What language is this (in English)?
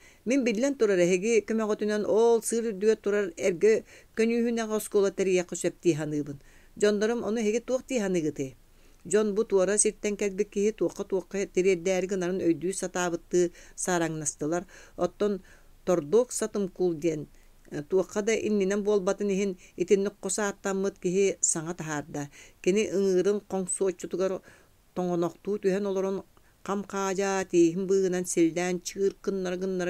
Yakut